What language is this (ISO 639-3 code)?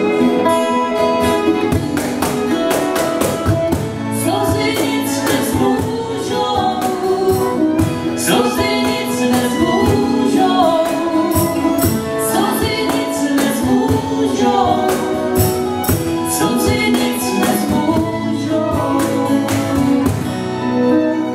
ces